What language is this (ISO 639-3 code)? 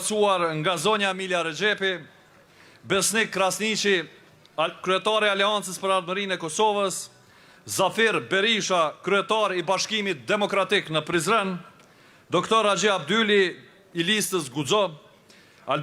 sqi